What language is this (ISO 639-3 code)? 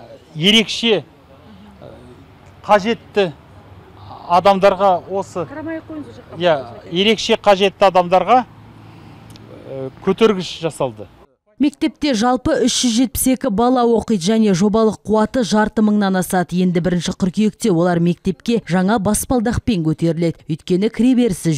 kaz